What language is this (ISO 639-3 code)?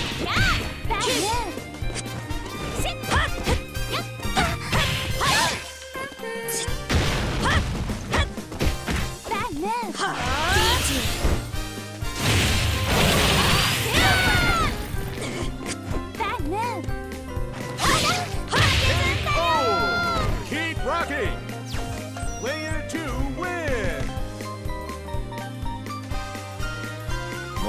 jpn